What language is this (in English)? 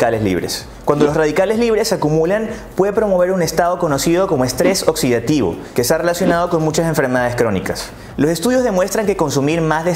Spanish